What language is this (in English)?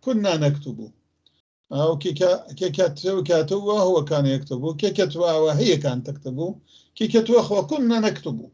North Levantine Arabic